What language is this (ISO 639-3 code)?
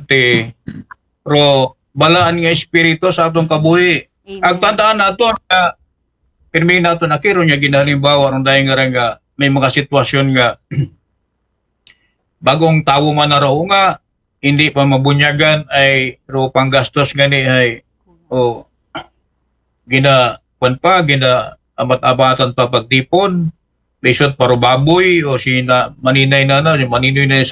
akl